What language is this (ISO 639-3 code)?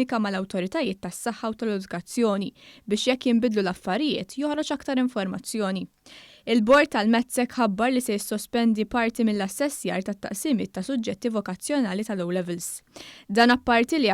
mlt